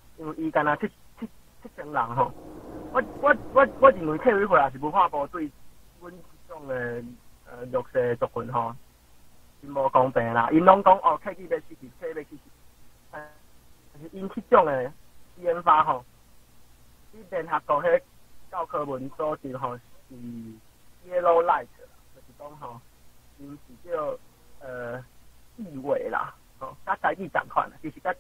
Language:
Min Nan Chinese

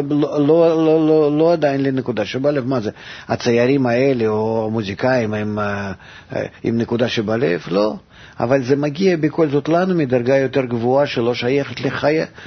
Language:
Hebrew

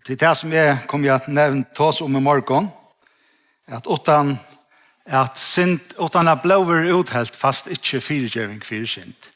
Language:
Faroese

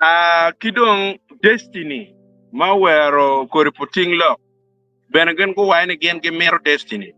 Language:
Acoli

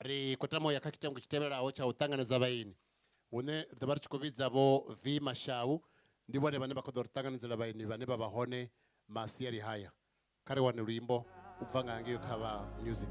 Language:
Venda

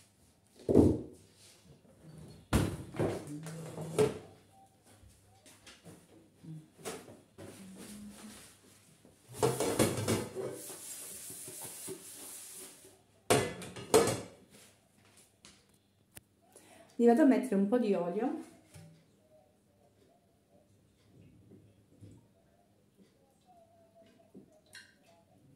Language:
Italian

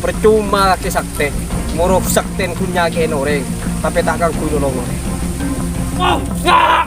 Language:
Madurese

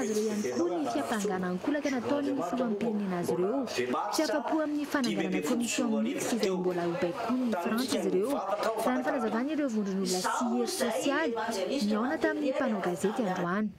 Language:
Malagasy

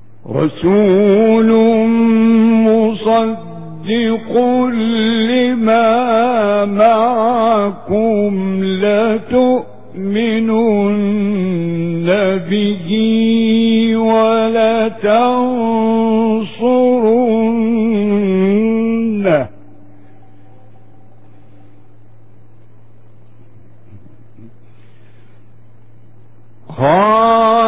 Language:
Arabic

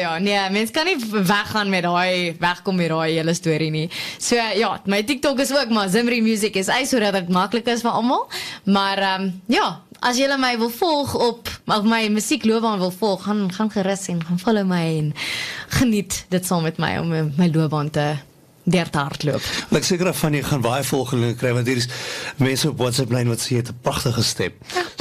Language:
Afrikaans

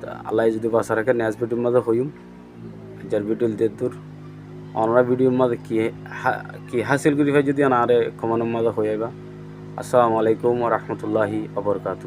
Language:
Rohingya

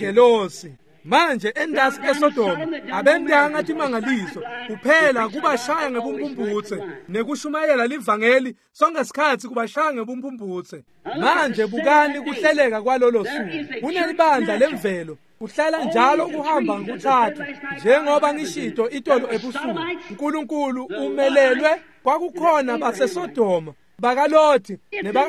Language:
Swati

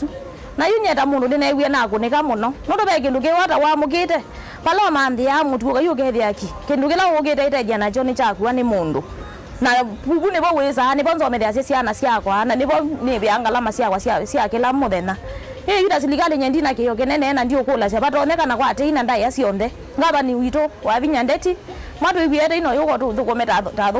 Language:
Kamba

